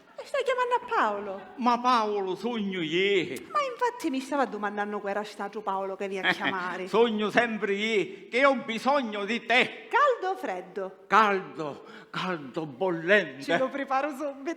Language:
Sicilian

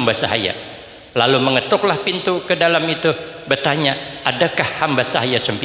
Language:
Banjar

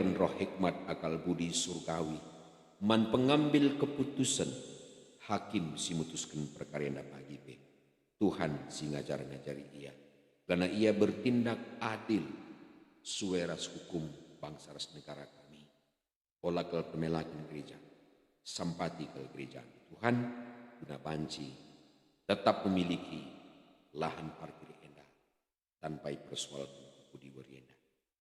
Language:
Batak Karo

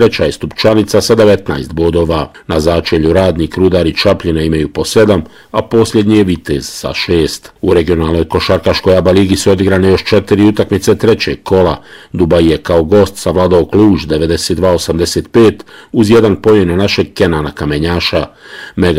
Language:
Bosnian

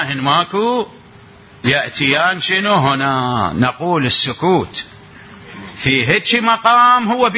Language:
Mesopotamian Arabic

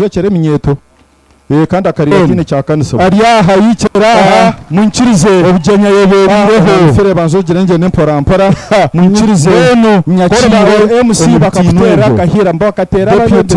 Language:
Nyankole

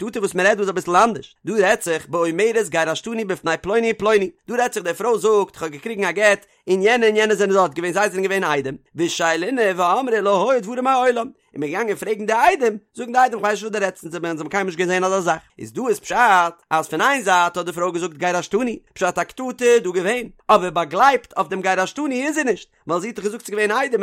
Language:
Yiddish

